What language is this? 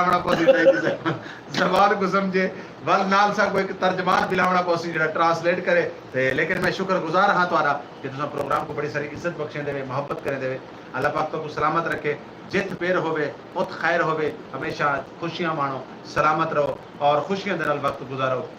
Saraiki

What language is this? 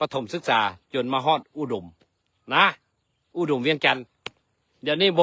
Lao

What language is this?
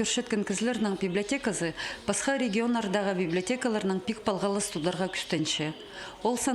Khakas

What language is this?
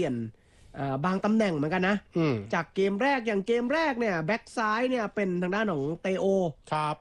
Thai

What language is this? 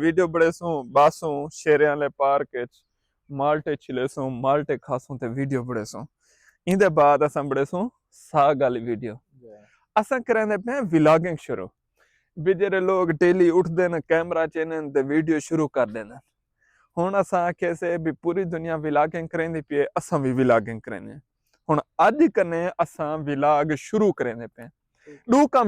Saraiki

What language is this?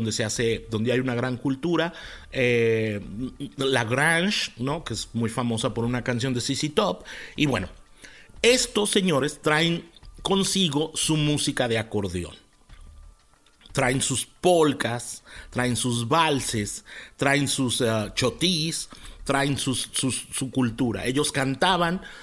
Spanish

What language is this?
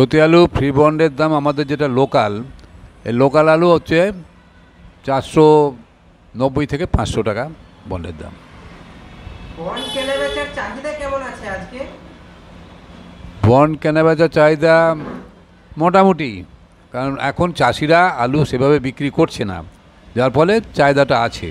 Bangla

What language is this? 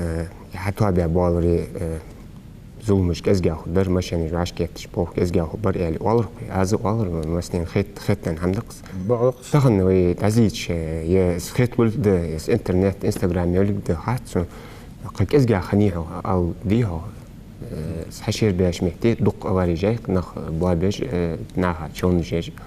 Ingush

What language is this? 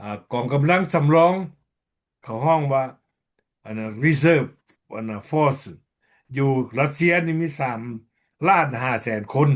Lao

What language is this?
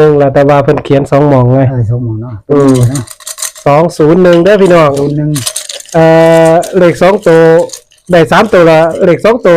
Northeastern Thai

